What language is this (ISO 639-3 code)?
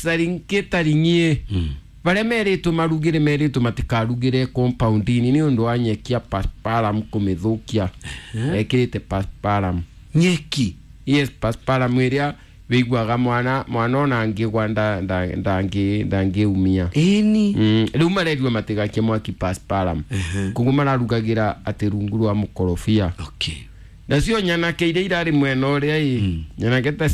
kik